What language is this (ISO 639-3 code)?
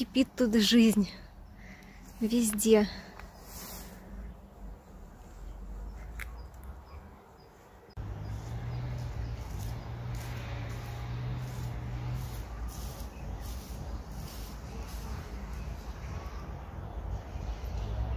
rus